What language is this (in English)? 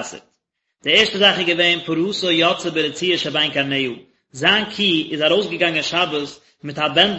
Yiddish